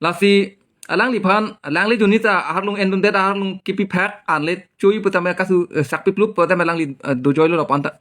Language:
Karbi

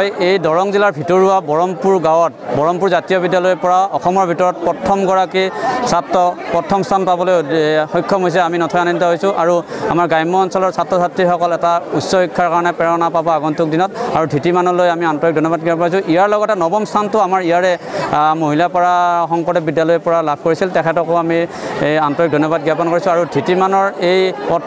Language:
Assamese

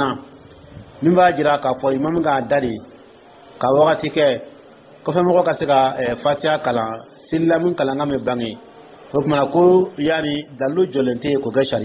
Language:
Dyula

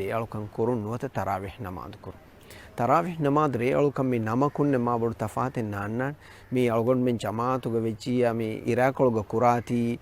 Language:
Divehi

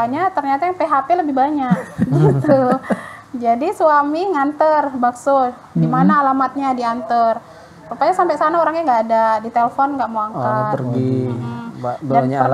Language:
Indonesian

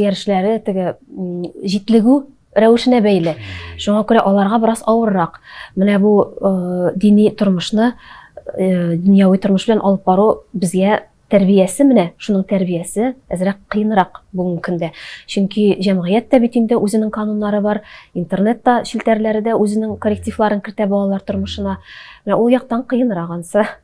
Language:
Tatar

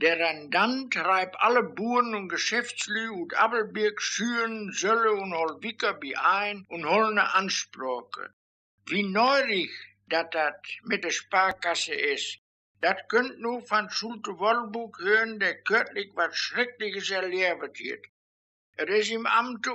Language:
Westphalien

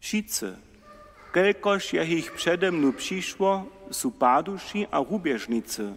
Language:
Upper Sorbian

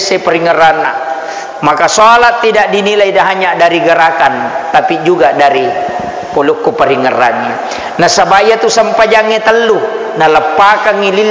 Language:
Buginese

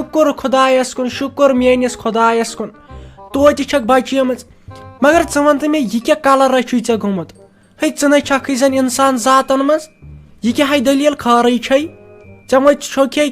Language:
Kashmiri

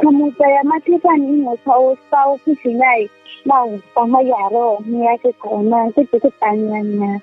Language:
Riang (India)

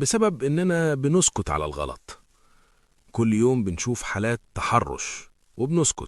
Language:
Egyptian Arabic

